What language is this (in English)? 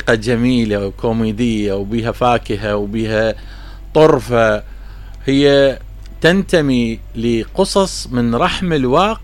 Mesopotamian Arabic